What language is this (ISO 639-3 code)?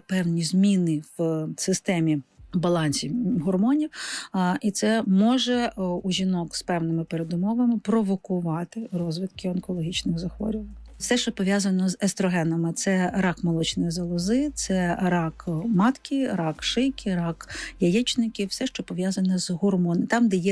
ukr